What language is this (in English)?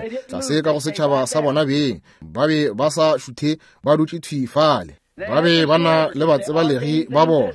Northern Sotho